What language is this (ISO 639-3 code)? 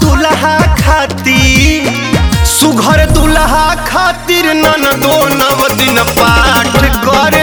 bho